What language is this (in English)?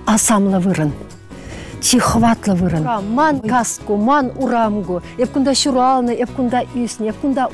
Chuvash